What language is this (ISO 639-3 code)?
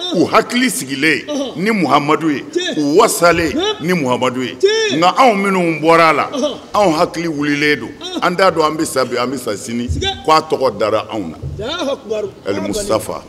bam